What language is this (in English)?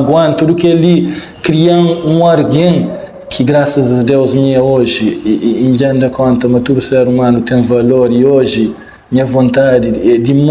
Kabuverdianu